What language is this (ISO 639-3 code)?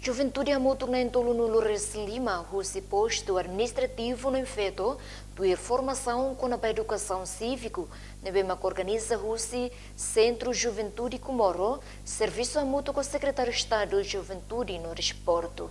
tet